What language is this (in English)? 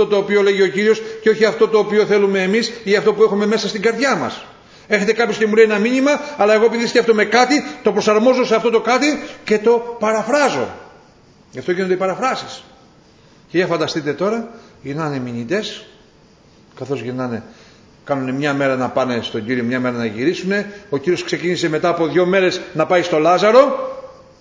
Greek